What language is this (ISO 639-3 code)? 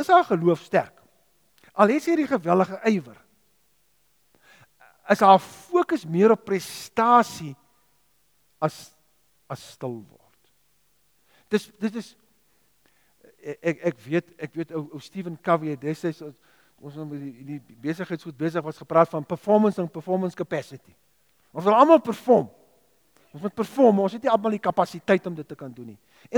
afr